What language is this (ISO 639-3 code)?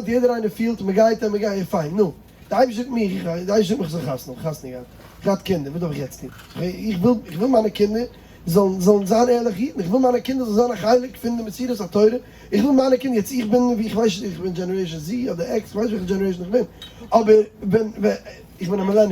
yid